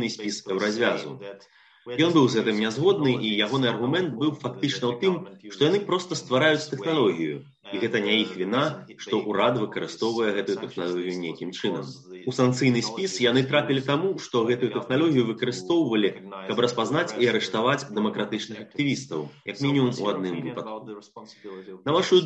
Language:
Belarusian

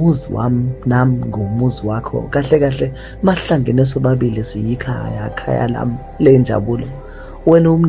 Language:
Zulu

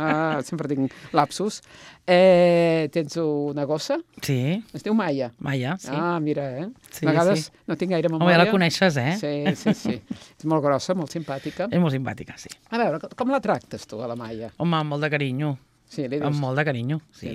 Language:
Catalan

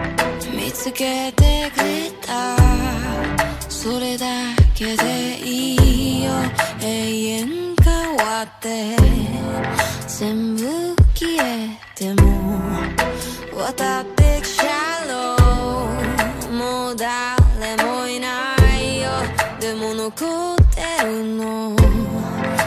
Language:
Japanese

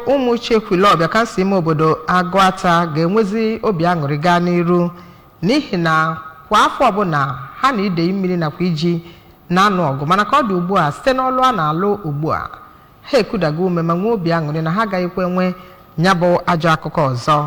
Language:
Igbo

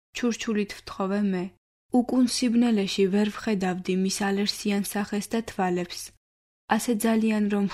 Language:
Georgian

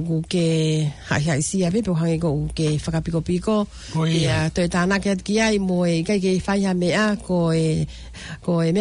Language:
Tongan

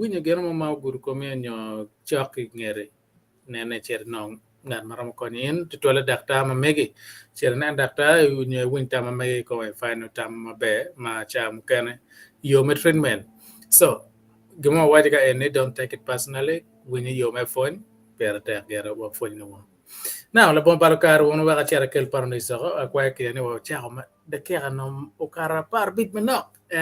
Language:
Acoli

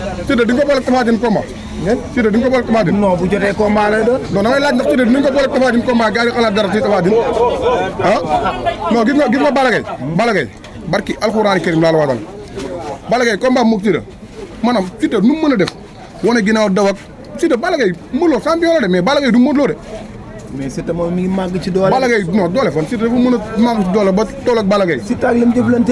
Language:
Wolof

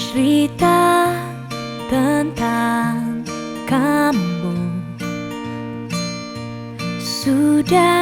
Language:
Indonesian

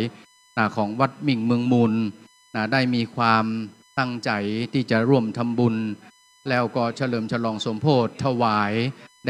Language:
Pali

